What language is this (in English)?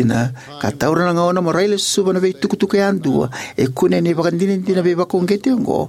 Fijian